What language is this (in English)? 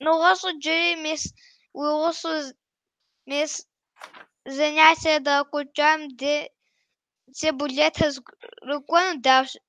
Kabardian